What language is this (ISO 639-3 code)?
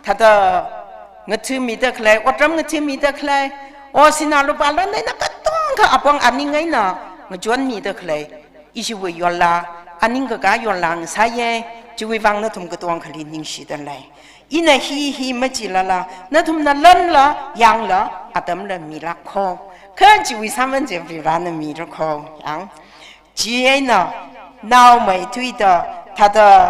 nmf